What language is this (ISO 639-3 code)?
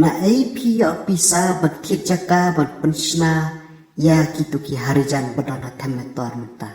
kha